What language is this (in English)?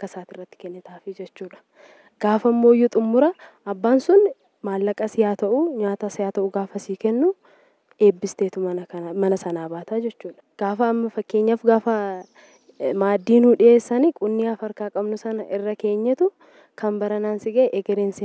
Oromo